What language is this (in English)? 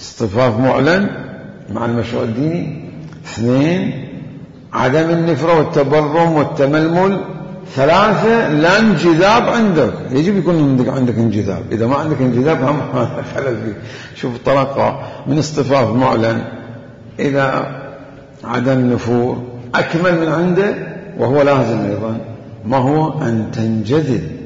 Mesopotamian Arabic